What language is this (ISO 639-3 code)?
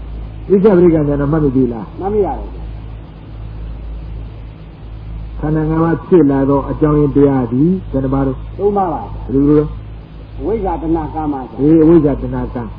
mya